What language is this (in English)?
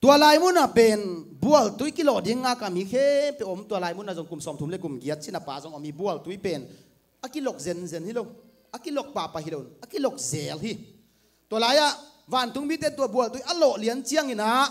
Tedim Chin